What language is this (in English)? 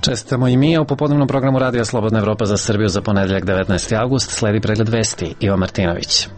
Serbian